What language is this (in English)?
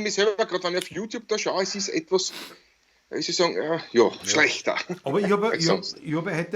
Bavarian